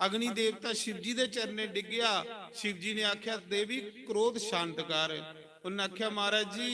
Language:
Dogri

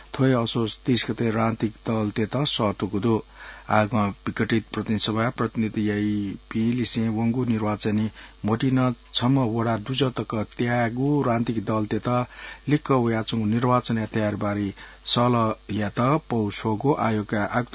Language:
Newari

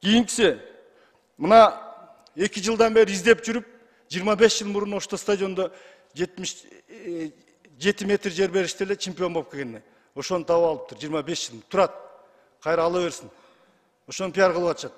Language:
Kyrgyz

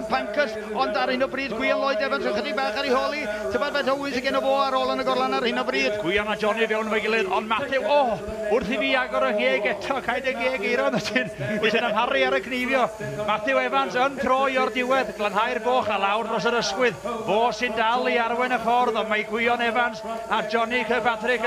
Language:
Welsh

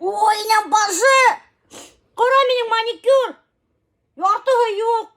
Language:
Bashkir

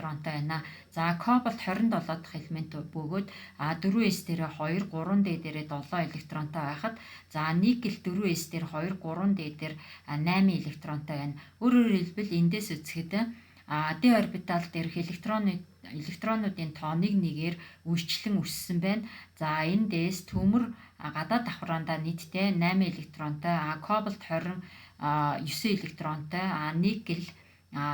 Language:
Mongolian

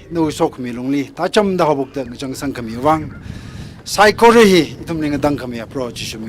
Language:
Tangkhul Naga (India)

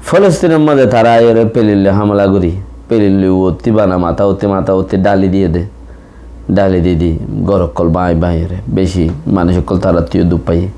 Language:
Rohingya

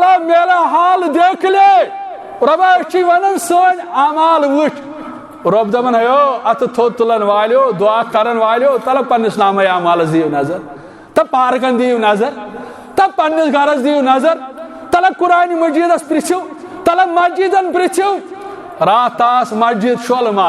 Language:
Kashmiri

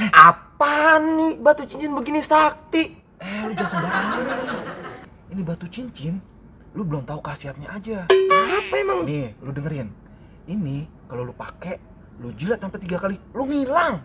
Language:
Betawi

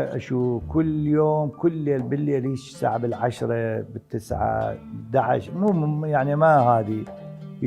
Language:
Mesopotamian Arabic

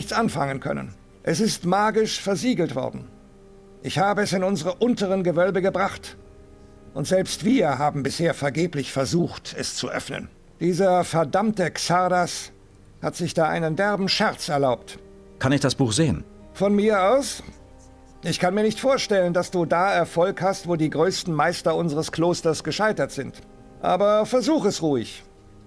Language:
Bavarian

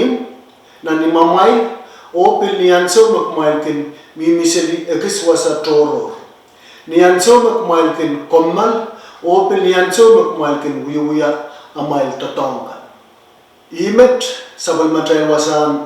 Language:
Pohnpeian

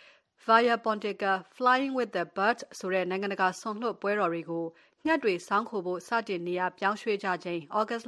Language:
Burmese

